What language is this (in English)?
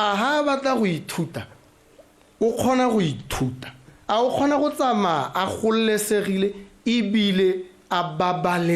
Tswana